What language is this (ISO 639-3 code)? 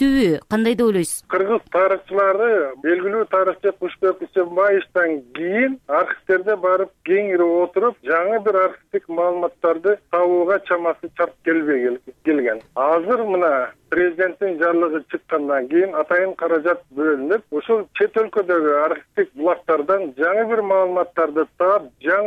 kir